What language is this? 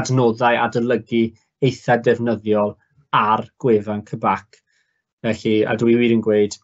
Welsh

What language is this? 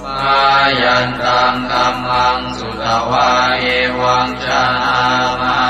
Pali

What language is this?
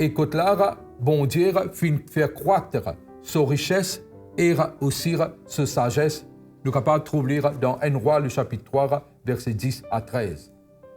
Morisyen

